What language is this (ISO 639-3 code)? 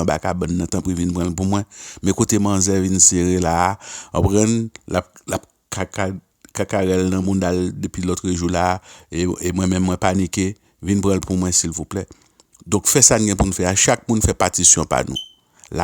hat